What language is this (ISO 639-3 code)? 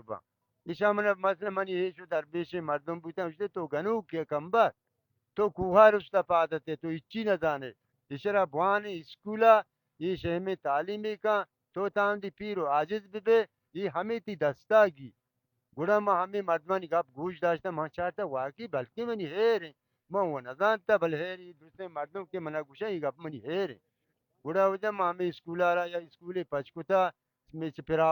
bal